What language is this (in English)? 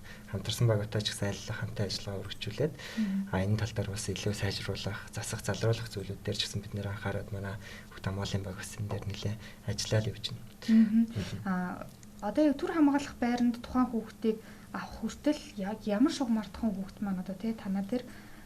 Mongolian